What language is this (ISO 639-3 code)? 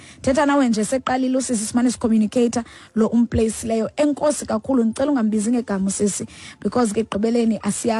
xho